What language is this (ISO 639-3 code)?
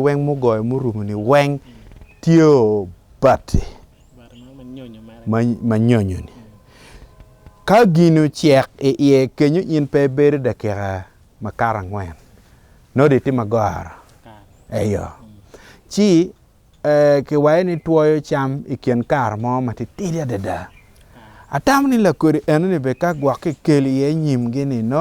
ach